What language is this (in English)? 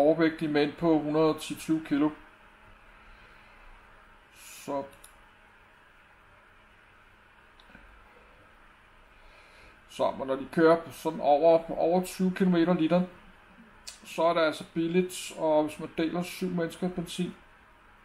Danish